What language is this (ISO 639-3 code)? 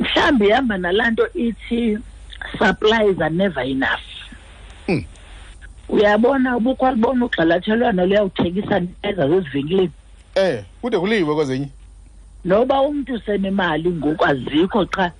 xho